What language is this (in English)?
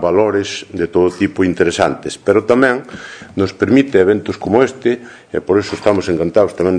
Galician